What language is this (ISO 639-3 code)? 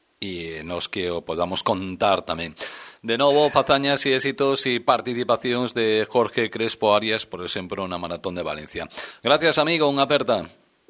glg